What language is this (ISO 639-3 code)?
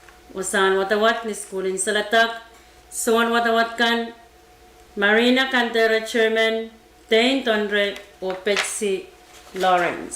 pon